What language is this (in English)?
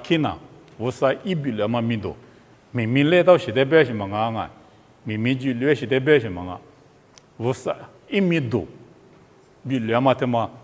Lisu